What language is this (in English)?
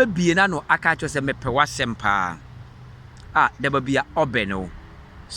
Akan